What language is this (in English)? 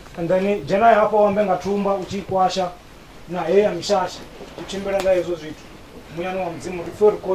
Venda